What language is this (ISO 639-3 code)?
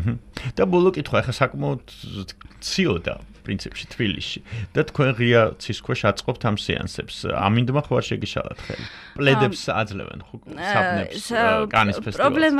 kat